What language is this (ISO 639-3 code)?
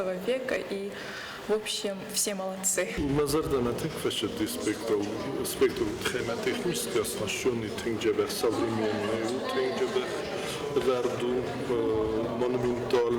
oss